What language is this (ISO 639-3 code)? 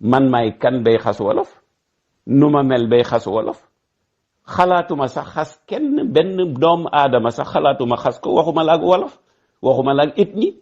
wol